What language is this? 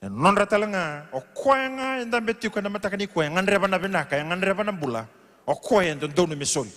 Fijian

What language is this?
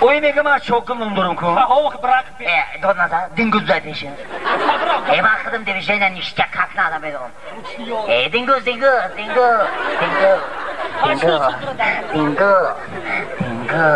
Tajik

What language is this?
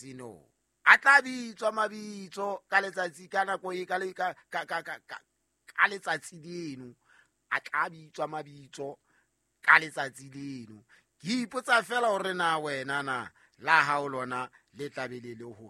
Southern Sotho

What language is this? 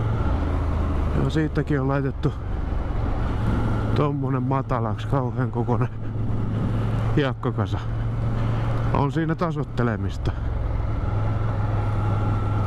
Finnish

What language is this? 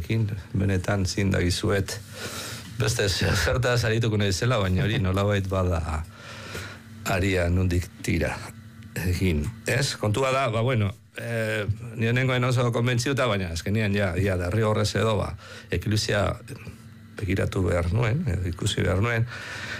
Basque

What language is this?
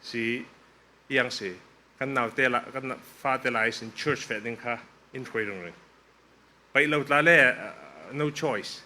Falam Chin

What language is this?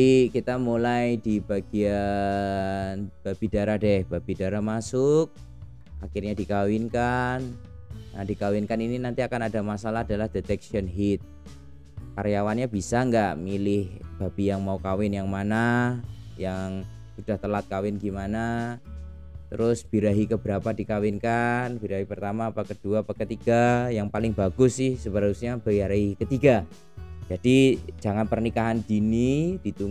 Indonesian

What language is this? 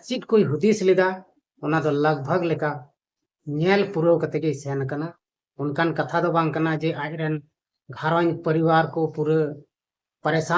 Santali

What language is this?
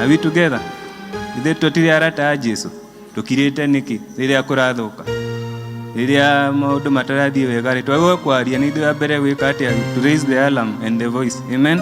Kikuyu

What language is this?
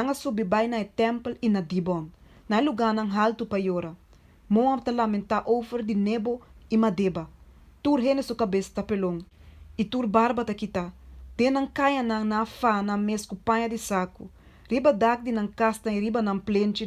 Papiamento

